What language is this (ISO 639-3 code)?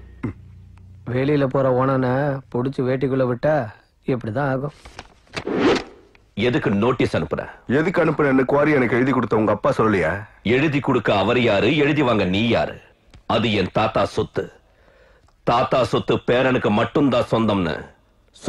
tam